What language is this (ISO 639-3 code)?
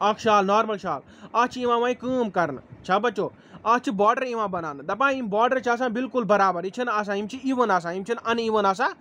kas